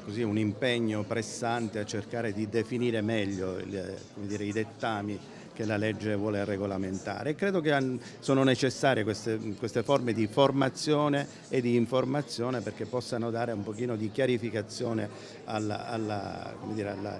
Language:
Italian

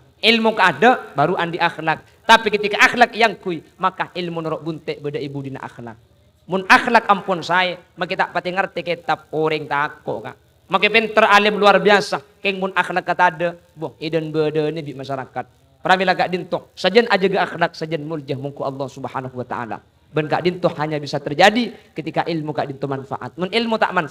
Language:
Madurese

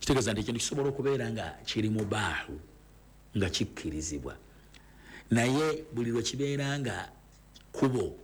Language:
Ganda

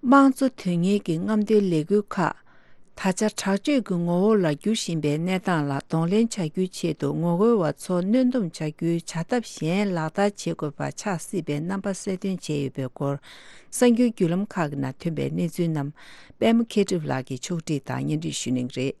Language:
Tibetan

